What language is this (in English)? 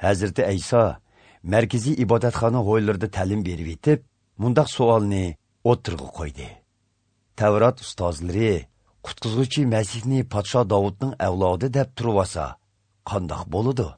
Uyghur